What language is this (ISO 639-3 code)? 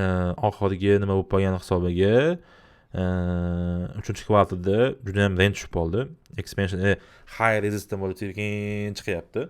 uzb